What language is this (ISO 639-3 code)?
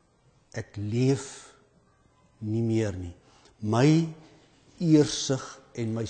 afr